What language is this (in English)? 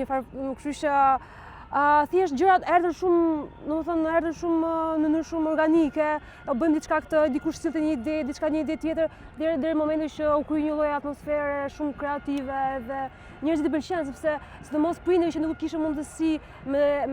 Albanian